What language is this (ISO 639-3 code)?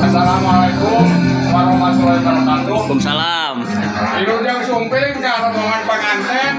sun